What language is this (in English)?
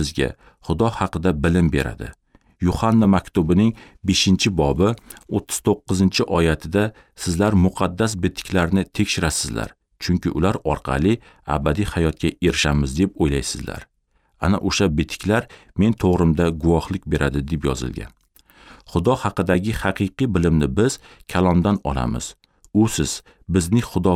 Uzbek